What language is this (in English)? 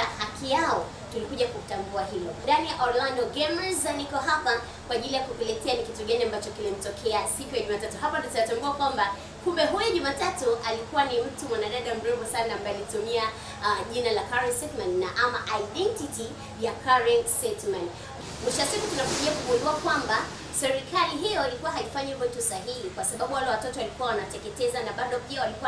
Swahili